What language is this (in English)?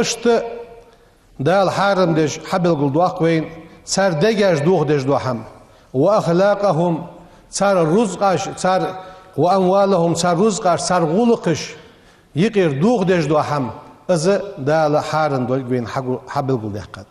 Ingush